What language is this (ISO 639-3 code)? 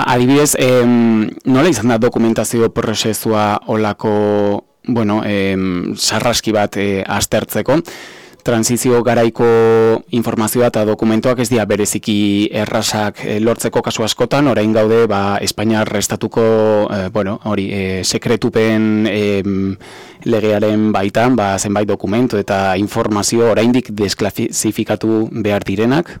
eus